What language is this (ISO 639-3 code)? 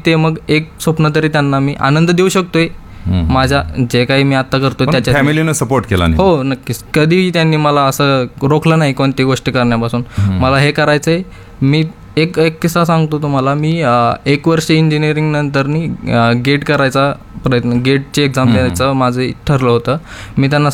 mar